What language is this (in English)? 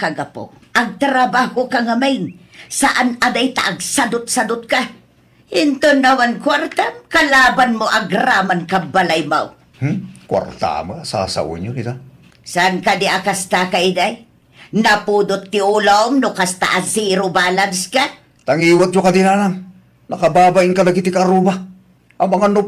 Iloko